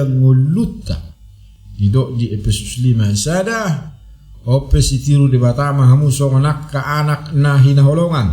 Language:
Batak Toba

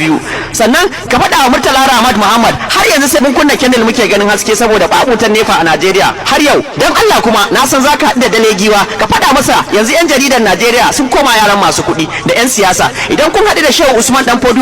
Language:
Hausa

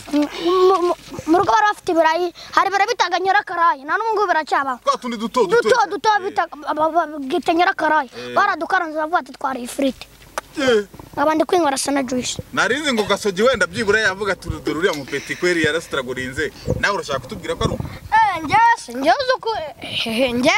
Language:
Kinyarwanda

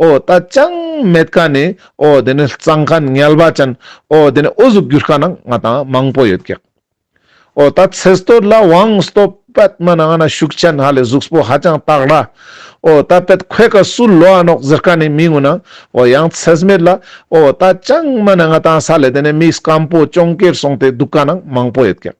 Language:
Ladakhi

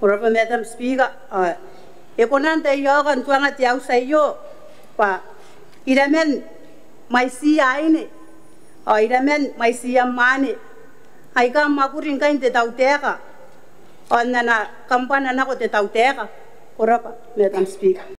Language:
Gilbertese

